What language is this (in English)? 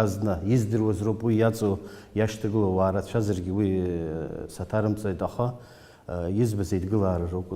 Abkhazian